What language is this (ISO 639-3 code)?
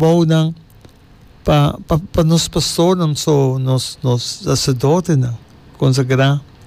pap